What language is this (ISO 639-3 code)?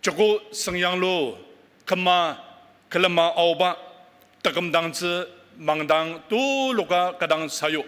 njo